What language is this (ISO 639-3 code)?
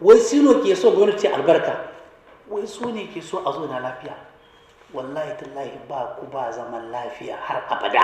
hau